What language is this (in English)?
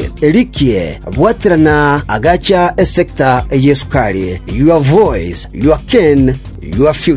Gusii